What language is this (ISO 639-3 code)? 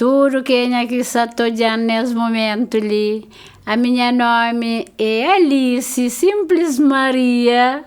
kea